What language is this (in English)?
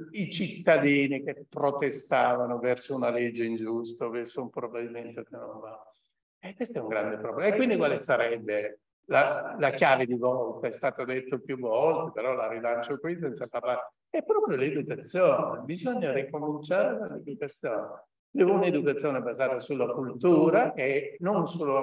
Italian